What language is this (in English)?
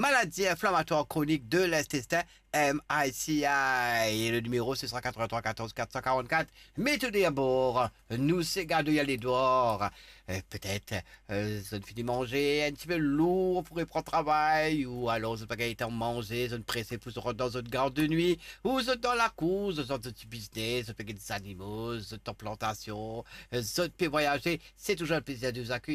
Morisyen